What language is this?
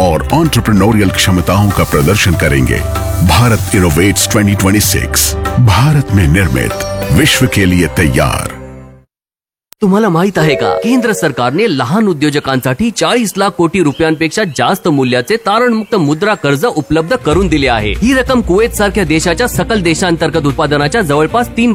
Marathi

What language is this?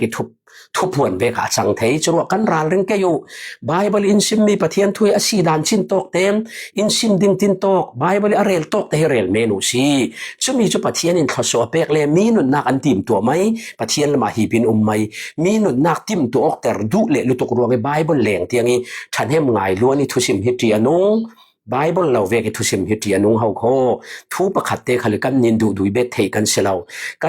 Falam Chin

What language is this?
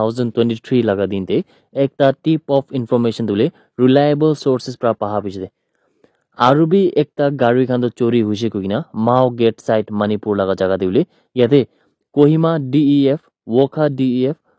Naga Pidgin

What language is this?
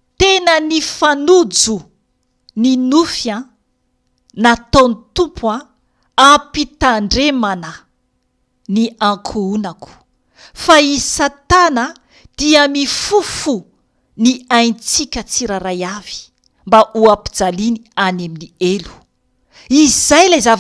Malagasy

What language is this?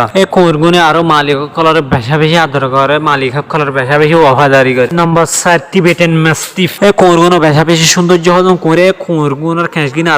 Rohingya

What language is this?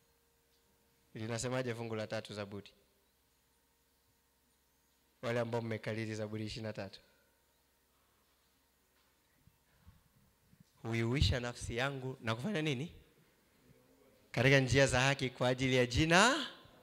Swahili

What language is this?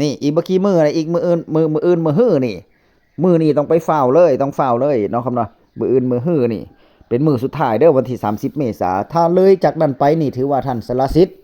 Northeastern Thai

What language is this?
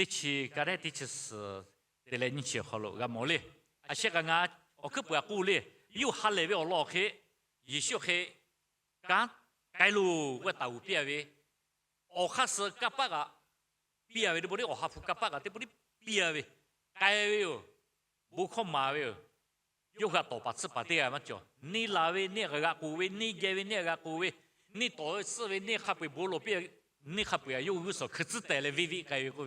Lahu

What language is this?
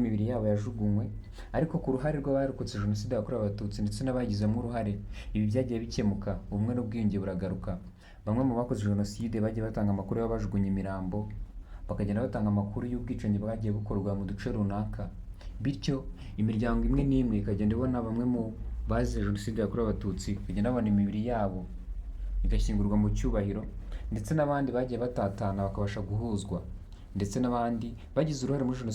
Kinyarwanda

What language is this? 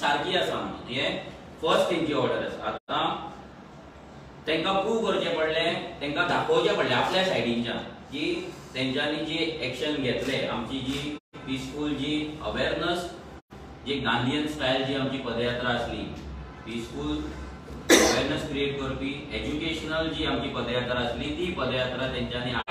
Konkani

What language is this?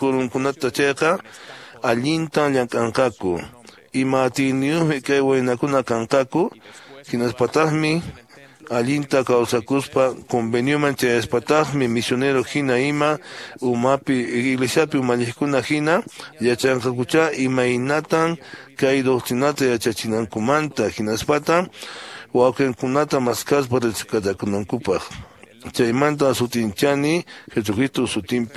Quechua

